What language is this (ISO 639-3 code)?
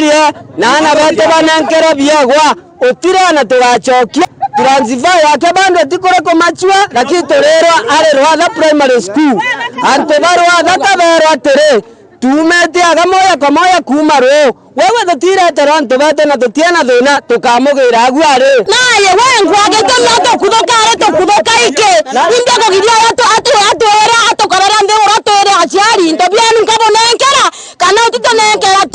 mer